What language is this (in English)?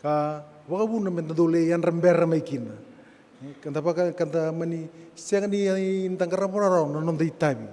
Fijian